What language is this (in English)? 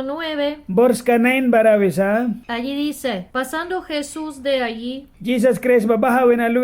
Mískito